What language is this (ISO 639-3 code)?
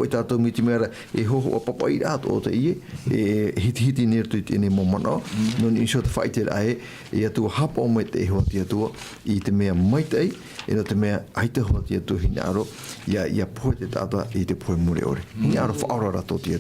tah